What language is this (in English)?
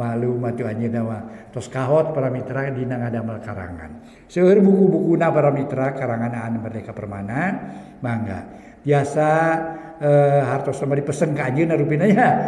Sundanese